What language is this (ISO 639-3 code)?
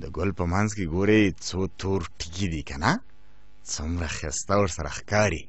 pus